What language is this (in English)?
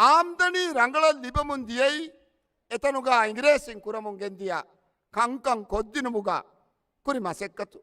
Divehi